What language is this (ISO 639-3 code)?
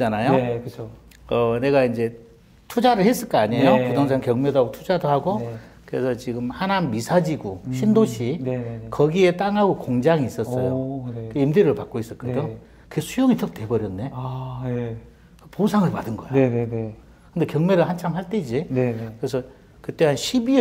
kor